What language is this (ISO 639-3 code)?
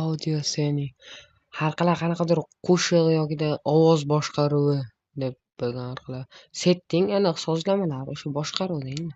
uzb